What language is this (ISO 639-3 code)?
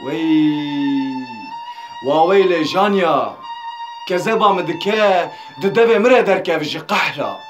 kur